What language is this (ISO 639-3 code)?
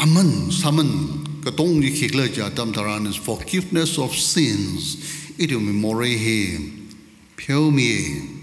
nmf